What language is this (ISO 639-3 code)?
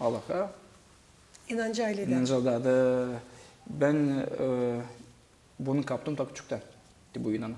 gag